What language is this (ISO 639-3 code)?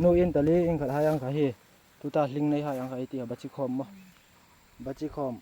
hmr